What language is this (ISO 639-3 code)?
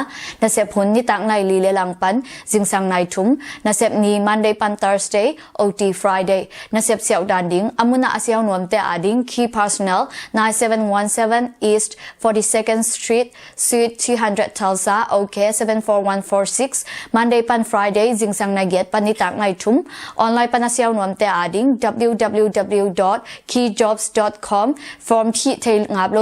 ctd